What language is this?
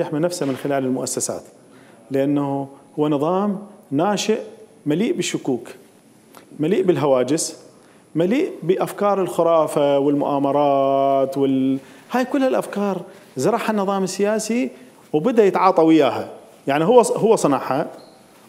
Mesopotamian Arabic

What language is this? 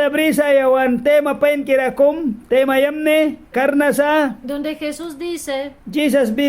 Mískito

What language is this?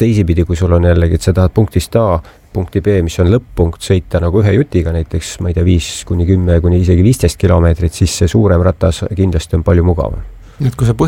Estonian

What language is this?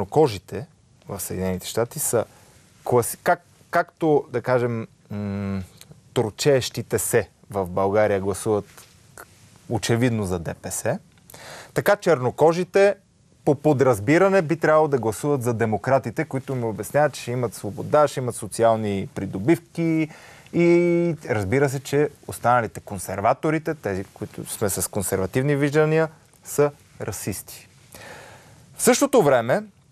Bulgarian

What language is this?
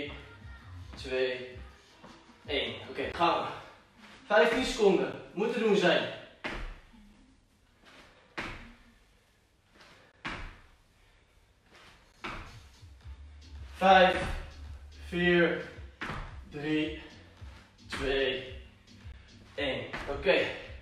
Dutch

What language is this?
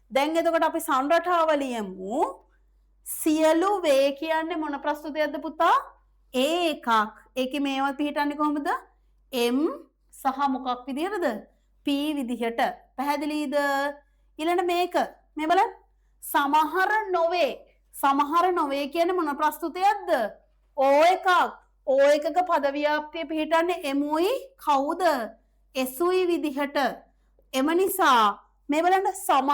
Sinhala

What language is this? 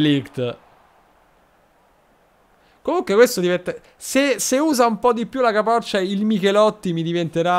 Italian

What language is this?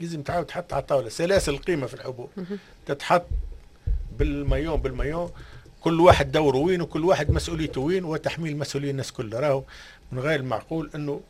Tunisian Arabic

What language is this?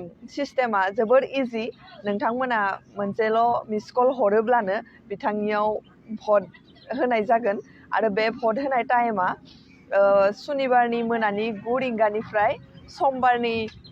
Bodo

